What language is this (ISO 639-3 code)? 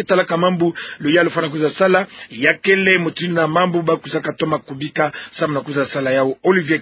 ktu